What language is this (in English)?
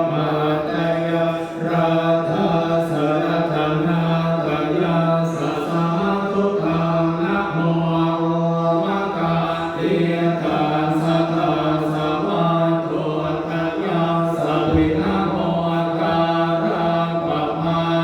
Pali